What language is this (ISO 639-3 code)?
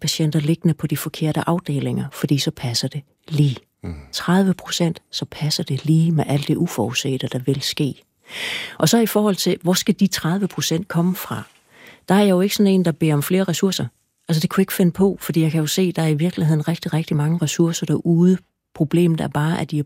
dan